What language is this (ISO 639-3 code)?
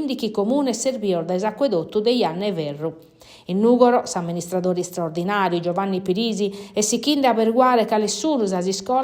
srd